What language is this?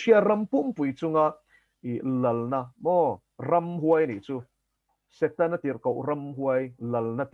Mizo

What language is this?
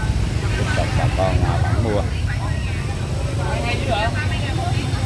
Vietnamese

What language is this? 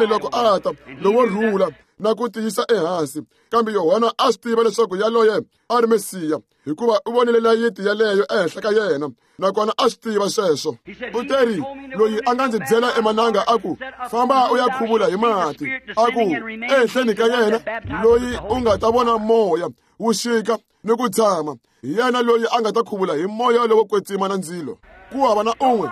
Tsonga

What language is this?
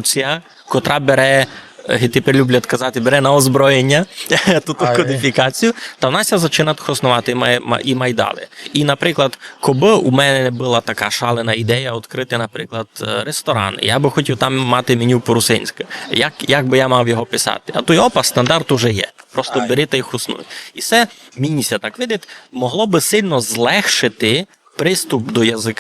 Rusyn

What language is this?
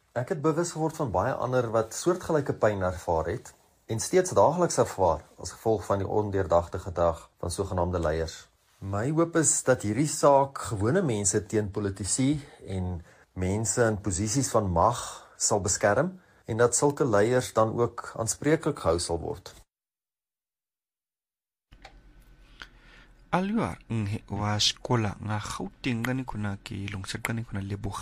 Afrikaans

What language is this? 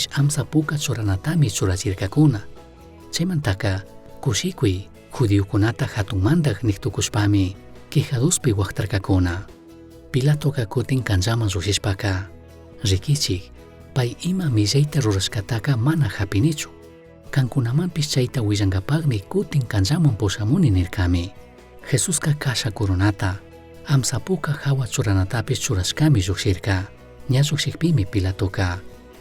Chimborazo Highland Quichua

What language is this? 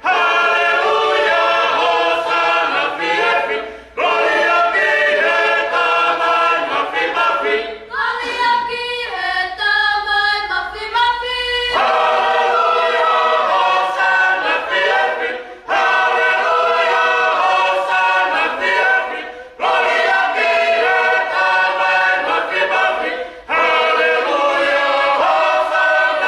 Tongan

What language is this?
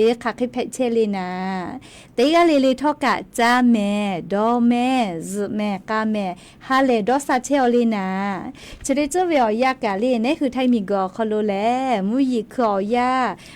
Lahu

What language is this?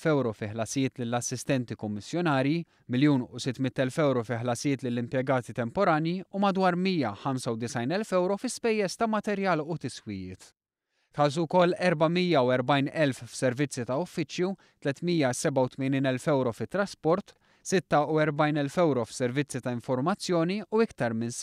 Maltese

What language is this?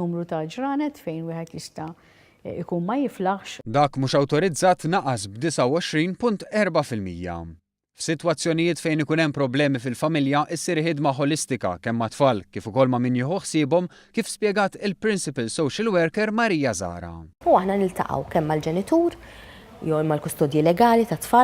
Maltese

